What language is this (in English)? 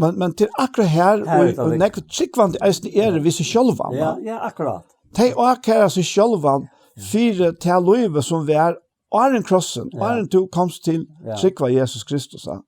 Faroese